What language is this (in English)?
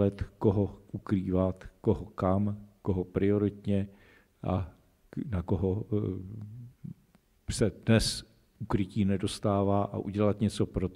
Czech